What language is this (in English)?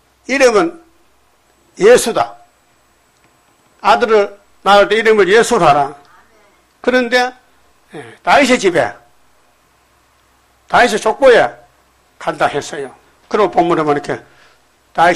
Korean